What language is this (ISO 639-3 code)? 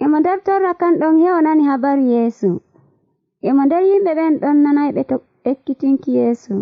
fuv